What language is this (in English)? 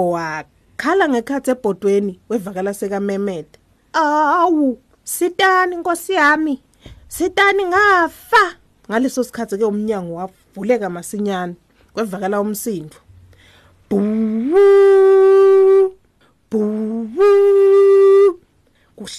Swati